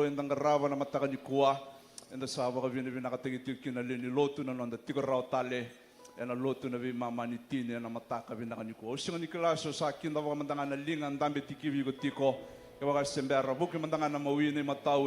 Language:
Fijian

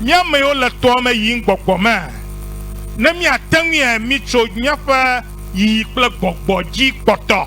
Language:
Ewe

